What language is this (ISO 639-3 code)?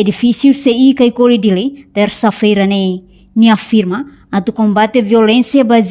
tet